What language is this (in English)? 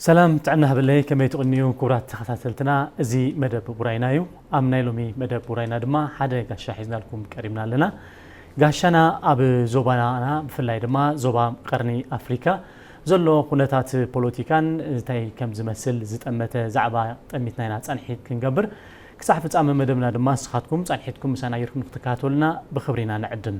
Tigrinya